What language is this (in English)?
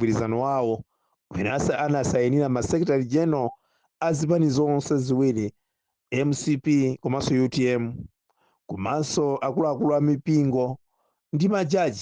Nyanja